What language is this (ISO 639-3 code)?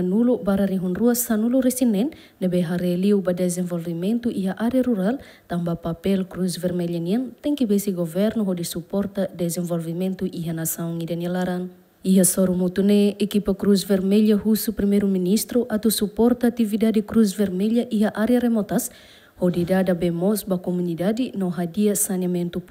tet